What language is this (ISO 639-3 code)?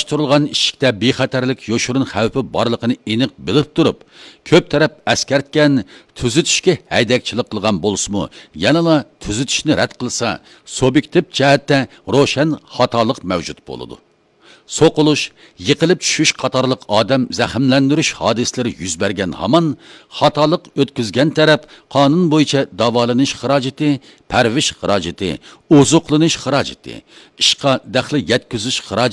uig